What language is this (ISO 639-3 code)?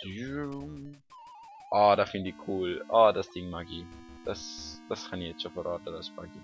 gsw